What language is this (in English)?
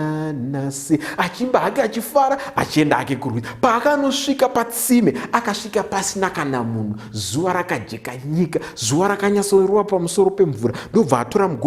Shona